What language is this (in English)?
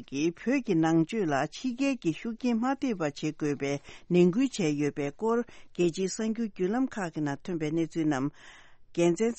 Tibetan